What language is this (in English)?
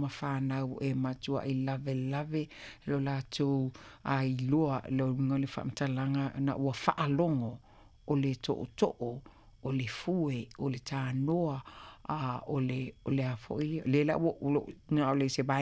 Samoan